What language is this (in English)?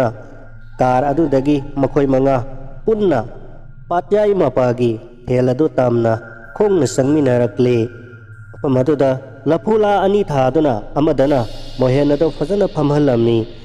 Manipuri